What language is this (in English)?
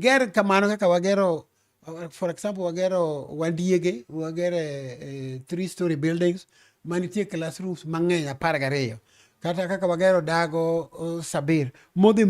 Luo (Kenya and Tanzania)